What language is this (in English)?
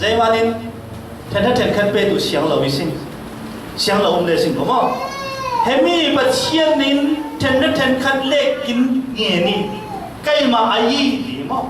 Falam Chin